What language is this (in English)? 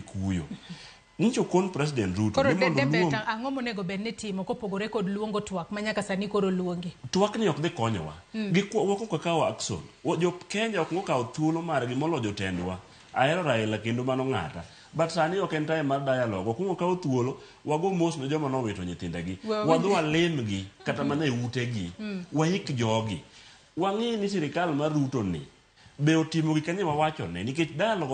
Luo (Kenya and Tanzania)